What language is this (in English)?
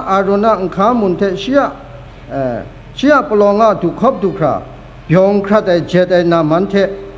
Kachin